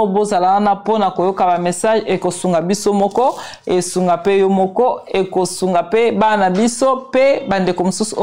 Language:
Lingala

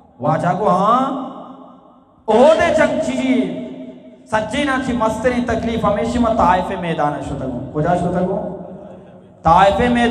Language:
Eastern Balochi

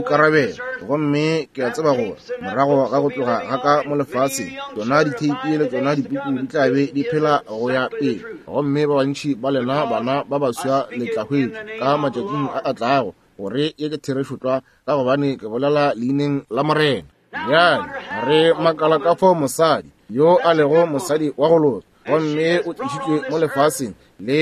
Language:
Northern Sotho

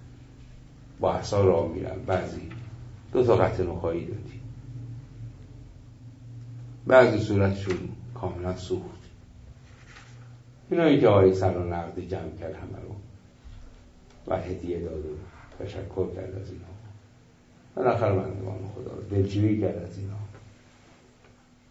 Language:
Persian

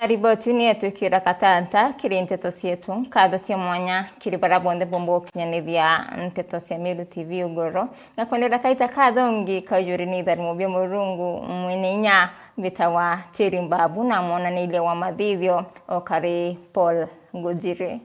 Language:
Meru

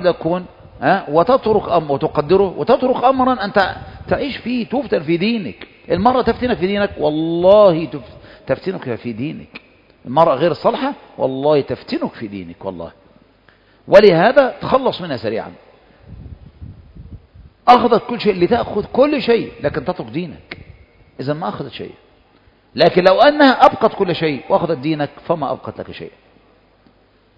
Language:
Arabic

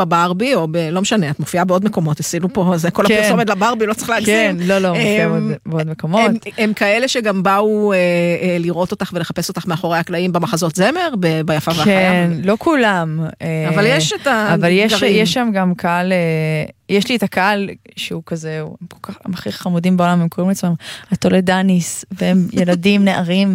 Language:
Hebrew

